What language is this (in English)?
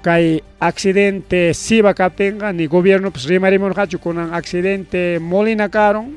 Ayacucho Quechua